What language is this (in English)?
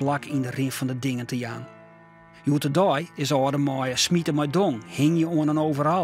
Western Frisian